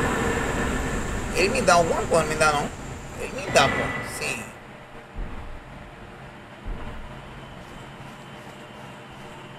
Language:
Portuguese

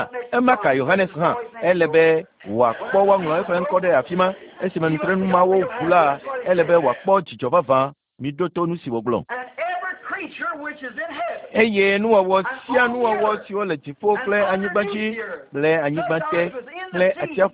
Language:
Ewe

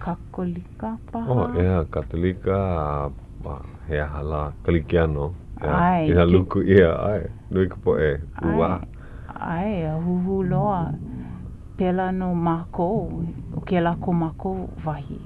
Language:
Hawaiian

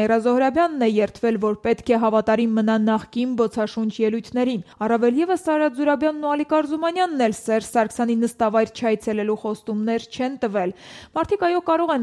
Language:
Armenian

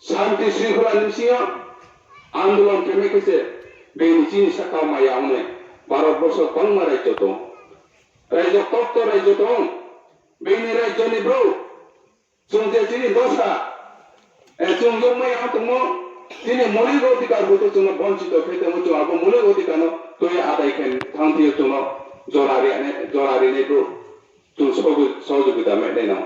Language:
Riang (India)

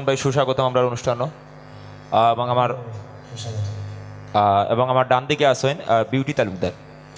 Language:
Sylheti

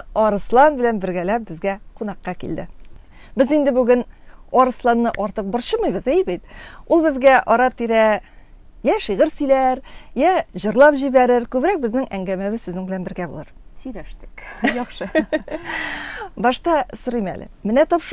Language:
Tatar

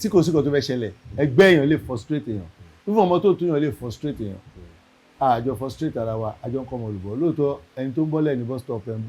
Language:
Yoruba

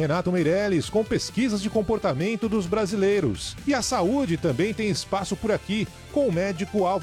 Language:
Portuguese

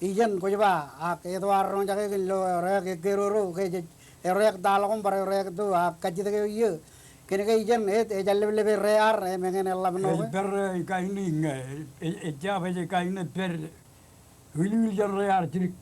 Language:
Marshallese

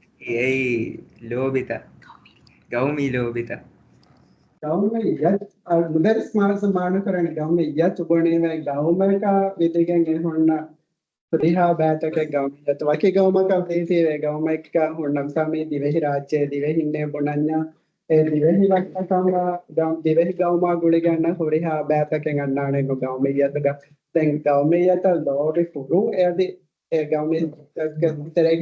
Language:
Divehi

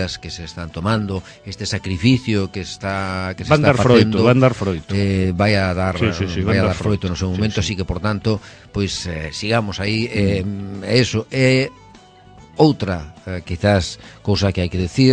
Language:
Galician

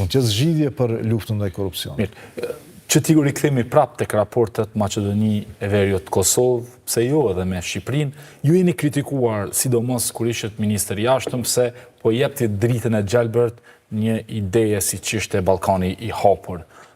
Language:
Albanian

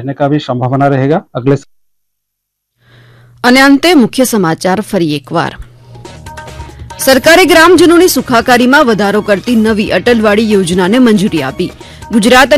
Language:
Gujarati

